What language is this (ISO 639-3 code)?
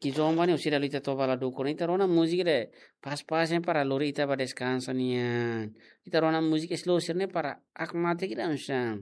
tet